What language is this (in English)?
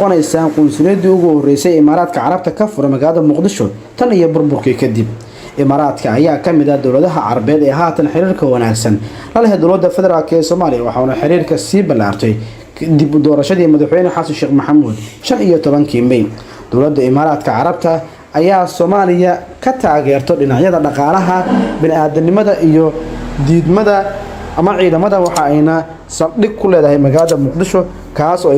Somali